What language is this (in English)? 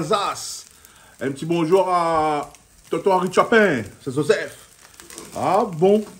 Réunion Creole French